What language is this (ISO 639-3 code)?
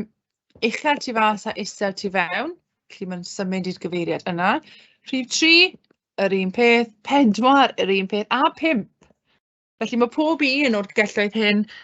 cym